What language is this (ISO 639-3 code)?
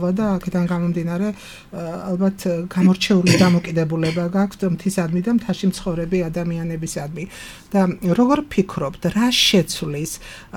kat